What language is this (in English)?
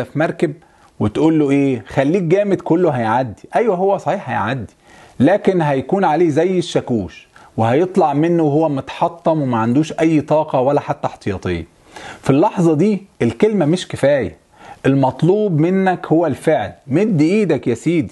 Egyptian Arabic